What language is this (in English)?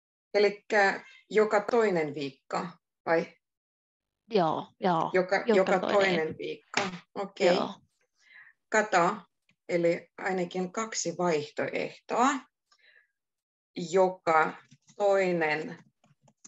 Finnish